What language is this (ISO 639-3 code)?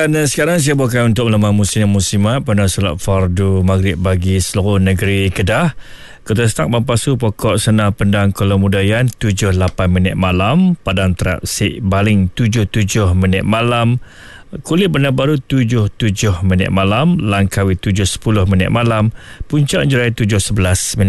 msa